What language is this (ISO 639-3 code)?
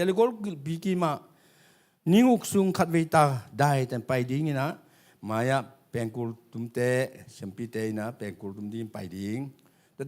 ctd